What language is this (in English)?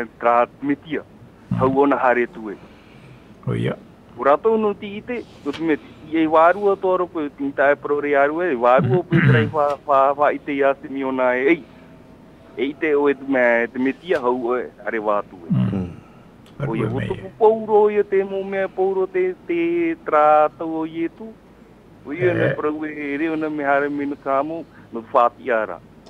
Tahitian